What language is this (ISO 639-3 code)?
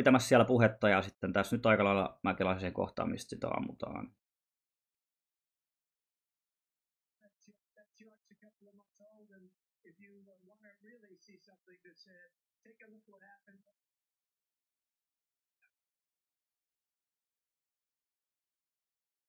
fin